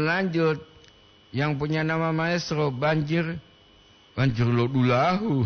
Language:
Gorontalo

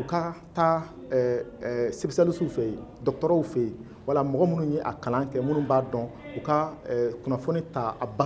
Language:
Bambara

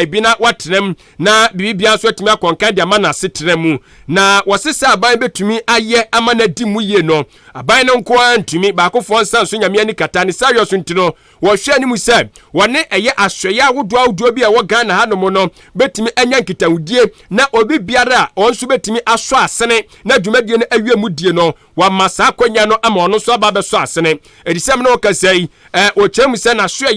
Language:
Akan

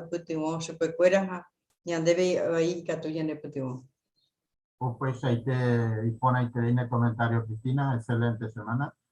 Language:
Guarani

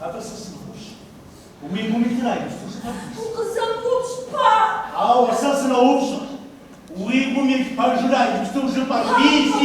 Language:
Kabardian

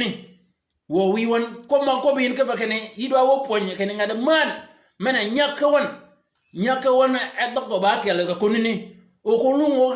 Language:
Shilluk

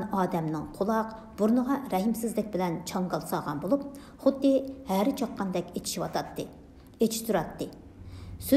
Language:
Uyghur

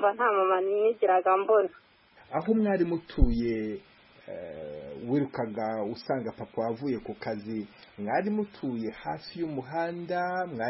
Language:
Kinyarwanda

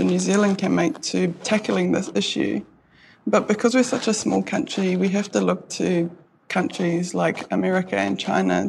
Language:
English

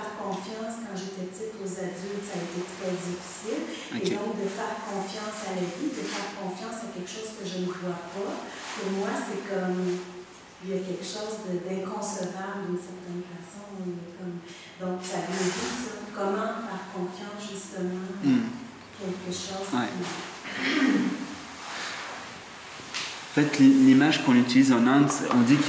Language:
French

